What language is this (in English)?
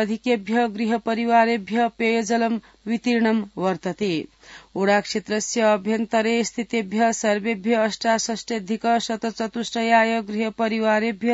Sanskrit